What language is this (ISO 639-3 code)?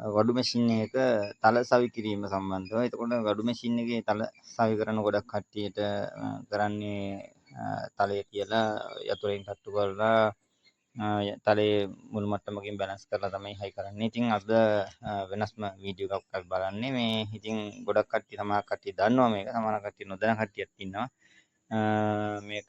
sin